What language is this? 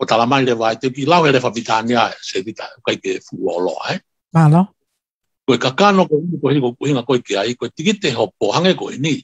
Tongan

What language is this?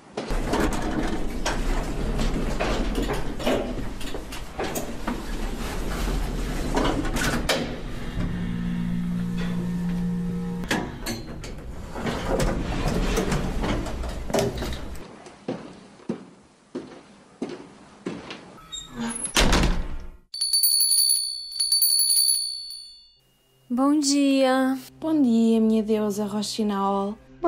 Portuguese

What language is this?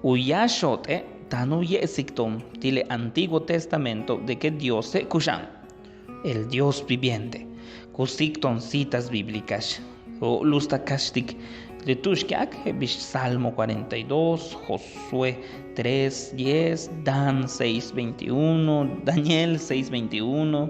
Yucateco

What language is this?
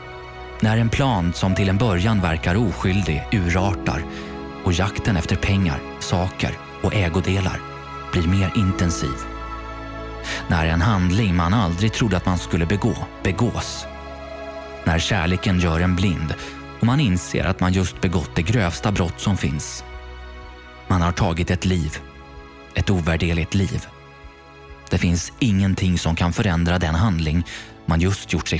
Swedish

